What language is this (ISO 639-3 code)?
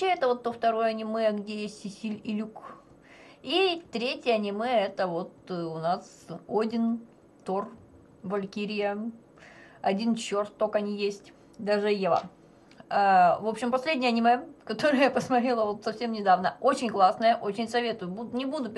rus